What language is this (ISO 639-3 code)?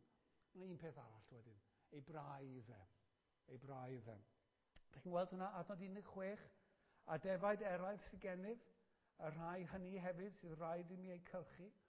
cym